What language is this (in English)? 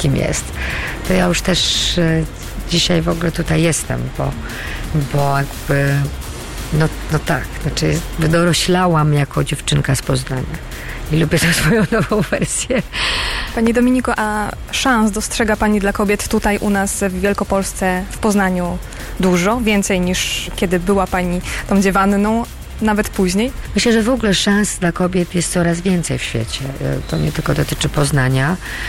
Polish